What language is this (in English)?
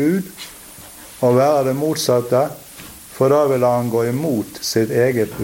Norwegian